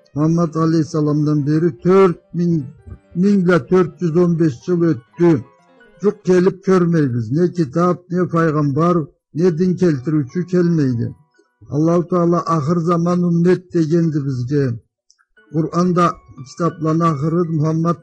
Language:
Karachay-Balkar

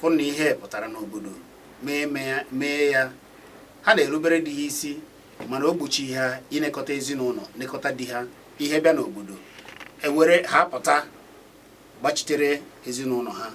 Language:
Igbo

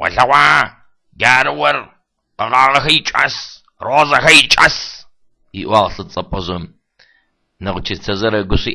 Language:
Adyghe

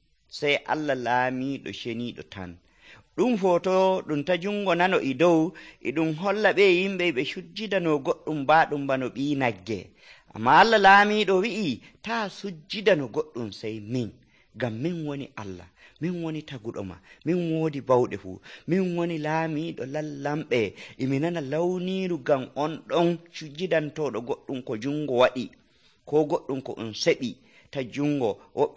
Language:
Nigerian Fulfulde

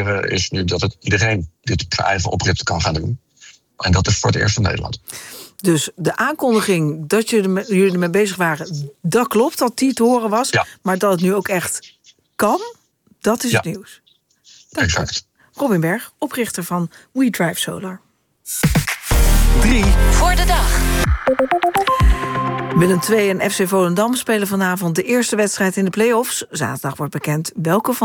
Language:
Dutch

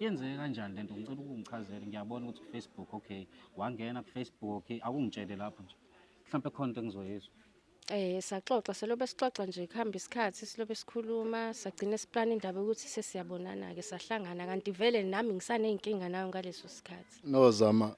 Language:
Zulu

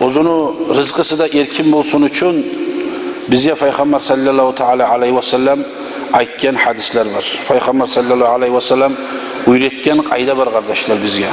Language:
Kumyk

